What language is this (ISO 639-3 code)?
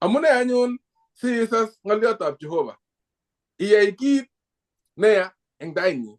kln